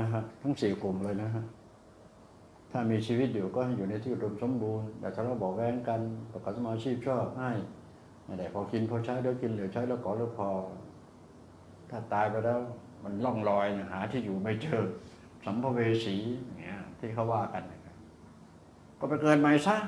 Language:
Thai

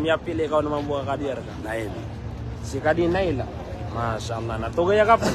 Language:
Maranao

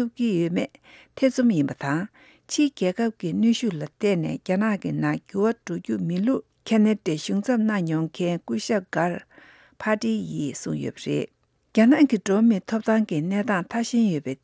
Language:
Tibetan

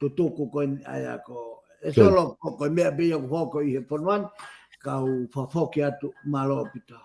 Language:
Tongan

